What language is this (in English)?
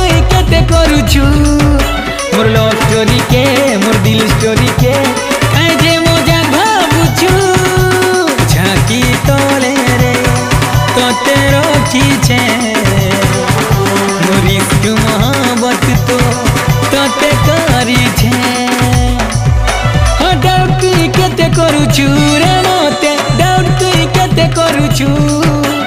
Sambalpuri